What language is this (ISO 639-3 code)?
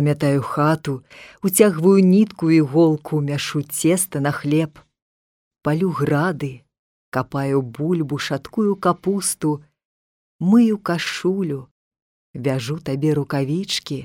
bel